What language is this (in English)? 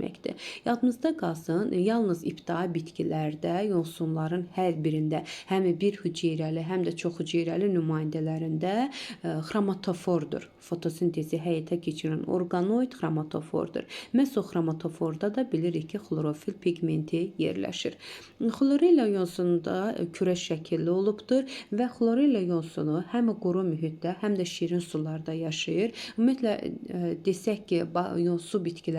Azerbaijani